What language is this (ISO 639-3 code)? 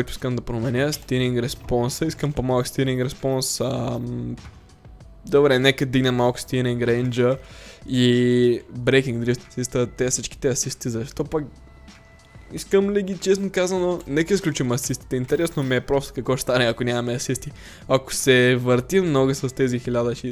bul